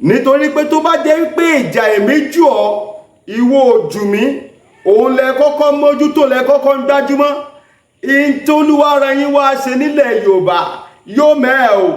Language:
Yoruba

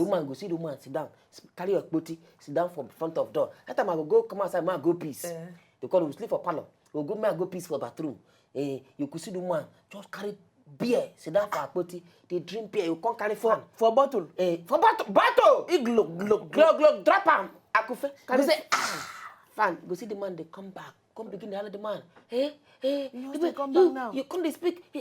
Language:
Nigerian Pidgin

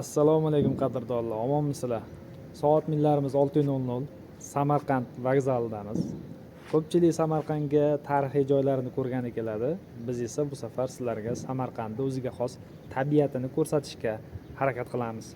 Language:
Uzbek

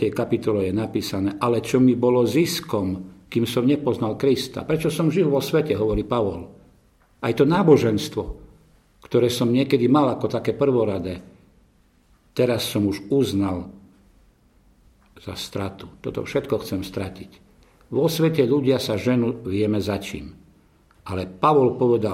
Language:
Slovak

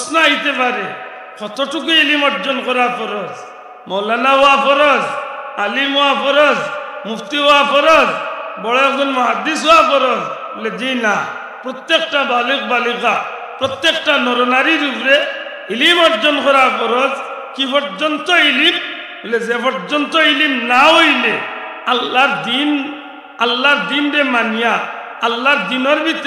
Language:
Sylheti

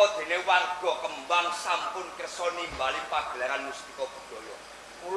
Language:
Javanese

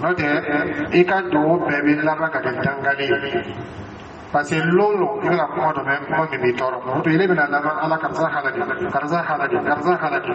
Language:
Dyula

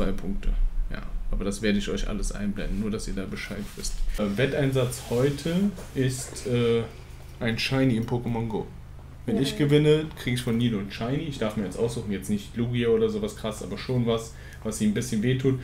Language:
German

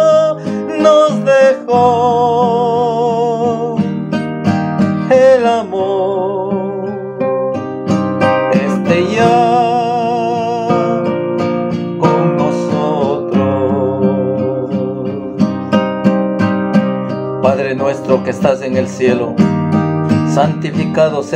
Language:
Spanish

